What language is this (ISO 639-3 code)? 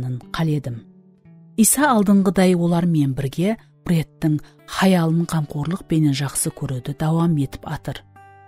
kaa